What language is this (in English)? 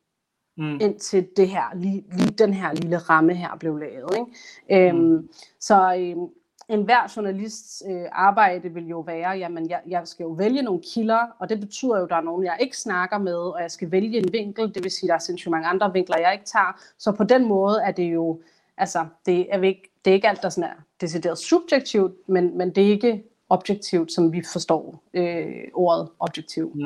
Danish